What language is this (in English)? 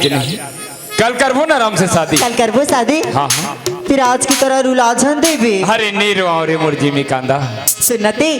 Chhattisgarhi